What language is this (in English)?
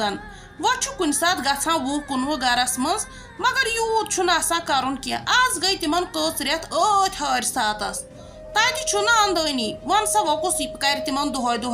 Kashmiri